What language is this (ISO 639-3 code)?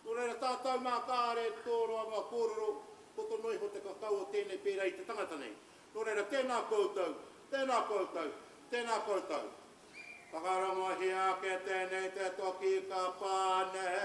mri